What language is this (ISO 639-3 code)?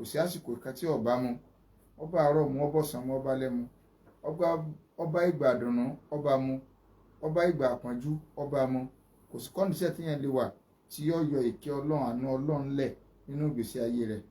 yor